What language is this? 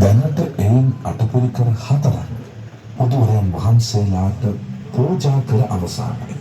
Sinhala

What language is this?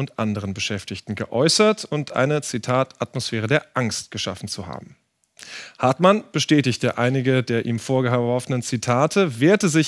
German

